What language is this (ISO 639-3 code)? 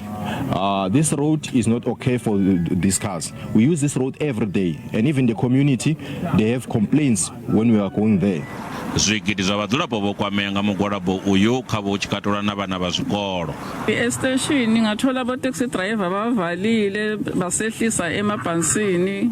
ven